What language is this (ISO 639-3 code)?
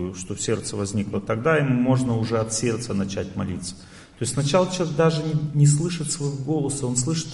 rus